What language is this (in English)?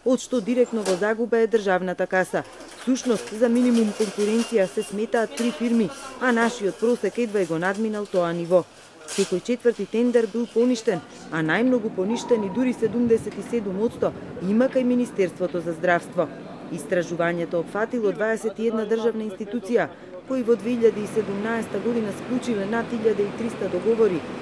Macedonian